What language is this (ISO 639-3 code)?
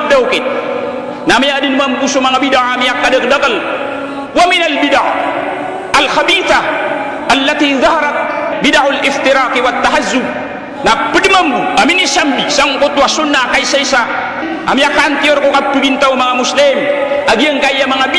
mrw